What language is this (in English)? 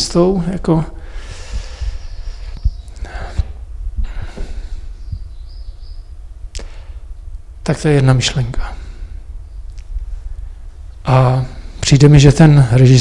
Czech